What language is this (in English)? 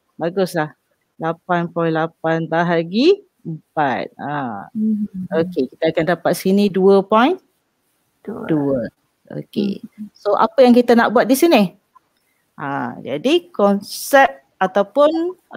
Malay